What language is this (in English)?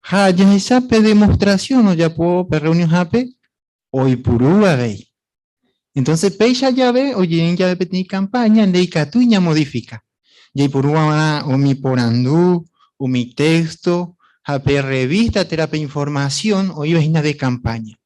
Guarani